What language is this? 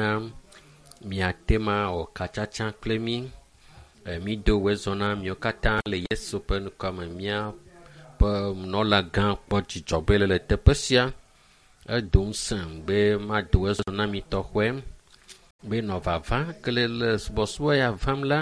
Ewe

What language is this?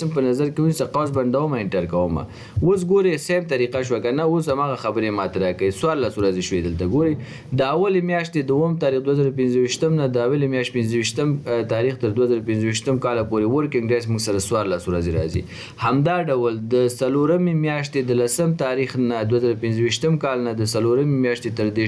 Pashto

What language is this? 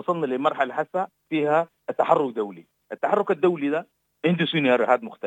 Sudanese Arabic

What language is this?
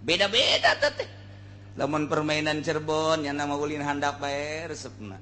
Sundanese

